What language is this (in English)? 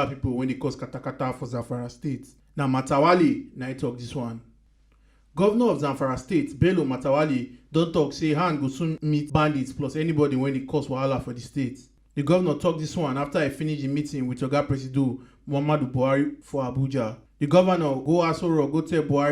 Nigerian Pidgin